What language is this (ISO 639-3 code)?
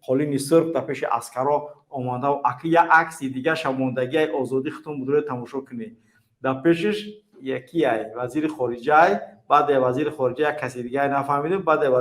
tgk